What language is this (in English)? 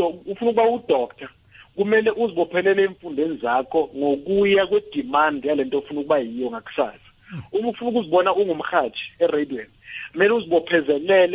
South Ndebele